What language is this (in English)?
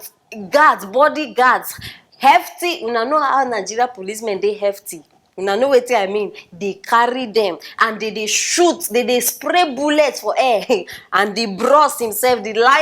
Nigerian Pidgin